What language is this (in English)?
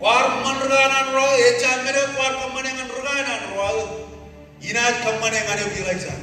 Marshallese